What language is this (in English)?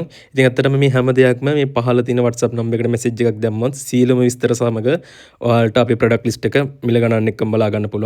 Sinhala